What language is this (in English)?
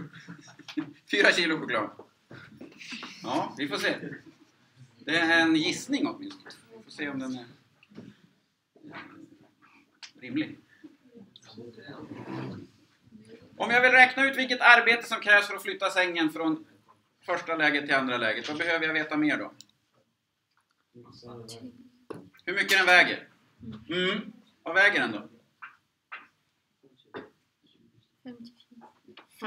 Swedish